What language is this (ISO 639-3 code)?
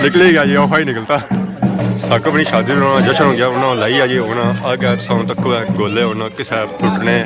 phr